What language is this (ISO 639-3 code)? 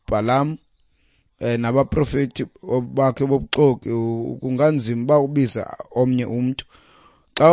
xho